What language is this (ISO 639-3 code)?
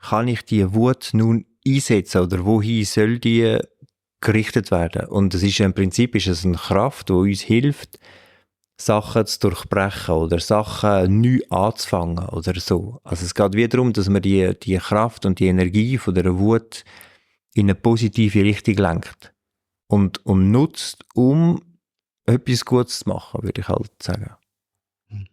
gsw